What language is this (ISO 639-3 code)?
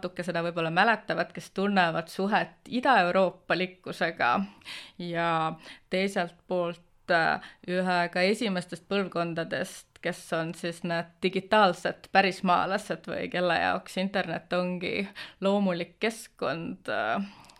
est